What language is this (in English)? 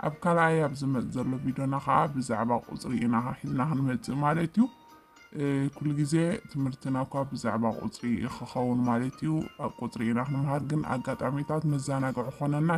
Tigrinya